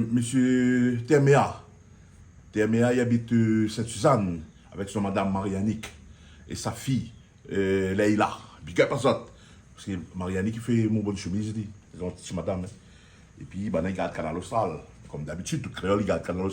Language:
Réunion Creole French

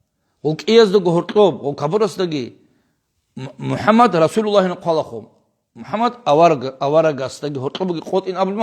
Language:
Avaric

